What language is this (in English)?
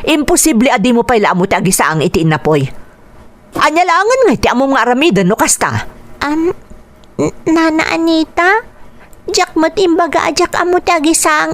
Iloko